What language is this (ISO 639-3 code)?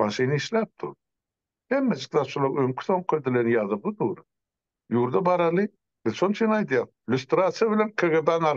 tuk